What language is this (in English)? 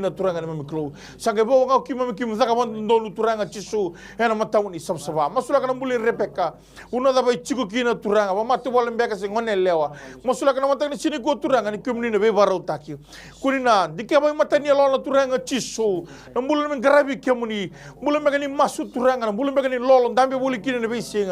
Fijian